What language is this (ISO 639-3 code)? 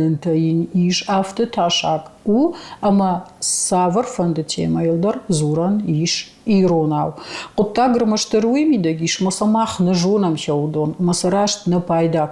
oss